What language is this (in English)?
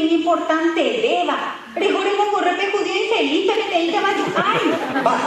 Guarani